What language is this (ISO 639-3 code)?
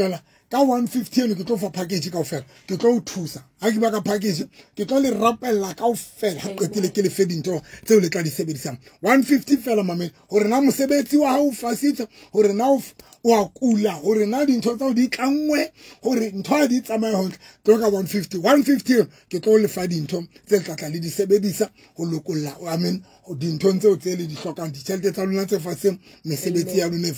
sot